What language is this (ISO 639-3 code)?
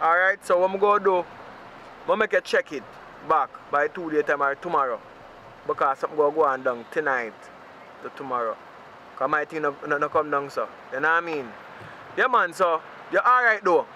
jam